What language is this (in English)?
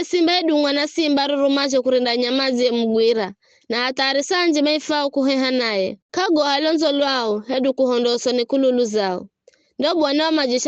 Giryama